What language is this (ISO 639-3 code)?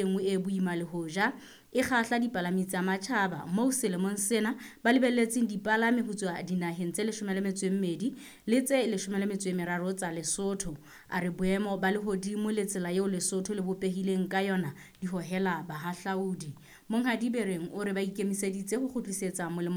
sot